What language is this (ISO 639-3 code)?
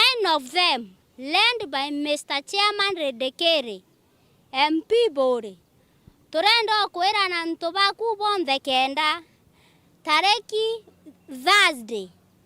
mer